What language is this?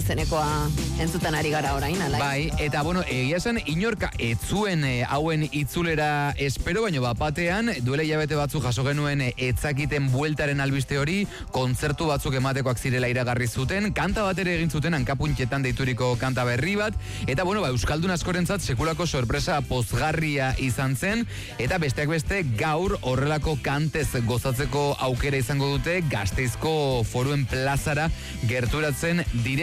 Basque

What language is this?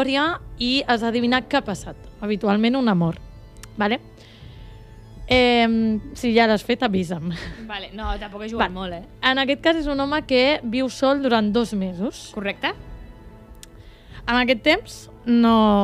Catalan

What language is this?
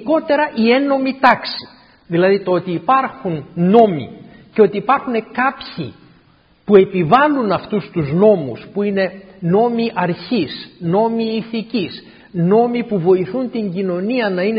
Greek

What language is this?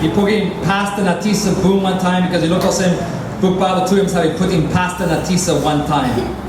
Tok Pisin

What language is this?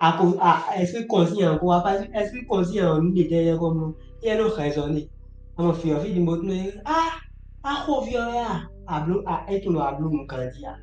Fon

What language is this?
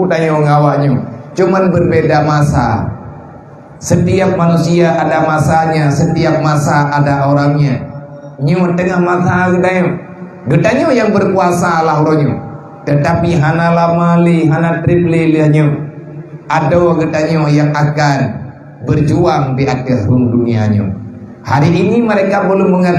Achinese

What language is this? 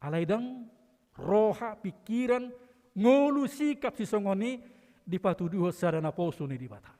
Batak Toba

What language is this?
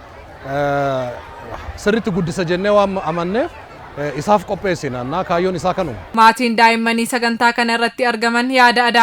Oromo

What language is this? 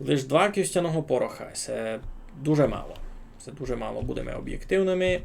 Rusyn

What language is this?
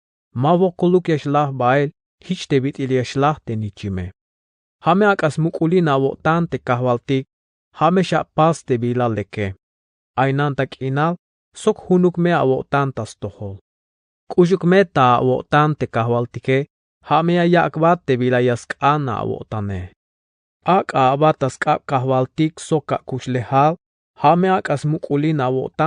Tzeltal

